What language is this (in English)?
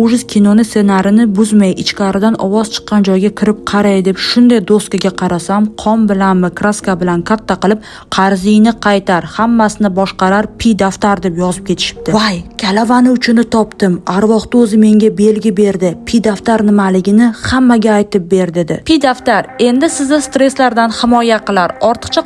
Uzbek